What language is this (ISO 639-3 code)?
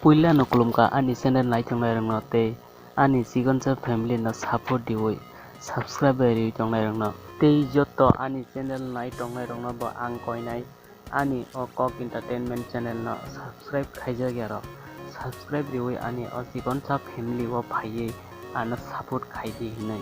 trp